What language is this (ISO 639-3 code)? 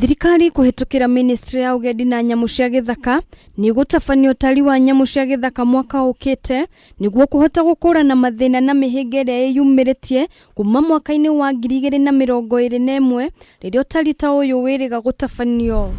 kik